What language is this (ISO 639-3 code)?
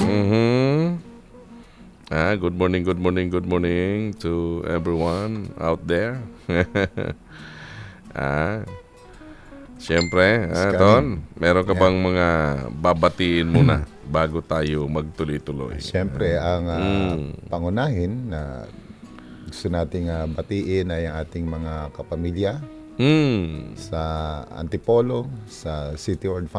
fil